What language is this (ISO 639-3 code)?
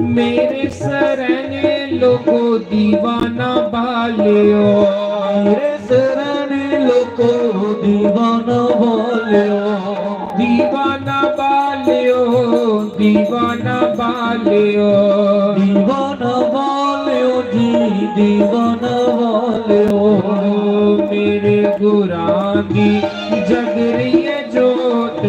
doi